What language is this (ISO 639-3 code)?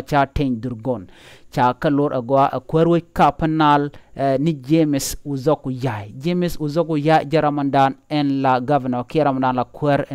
nus